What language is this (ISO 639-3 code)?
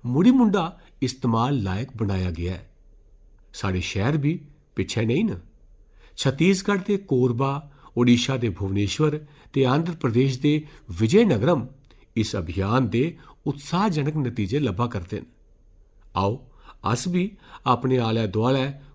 doi